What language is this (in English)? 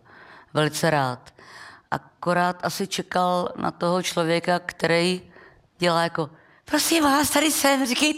Czech